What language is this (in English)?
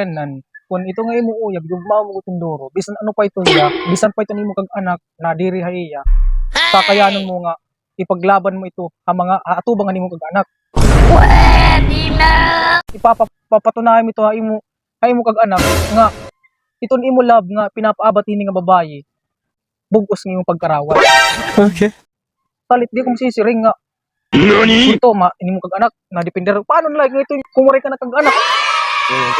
Waray